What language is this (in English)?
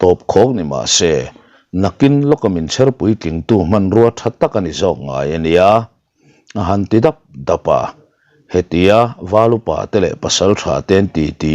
Mizo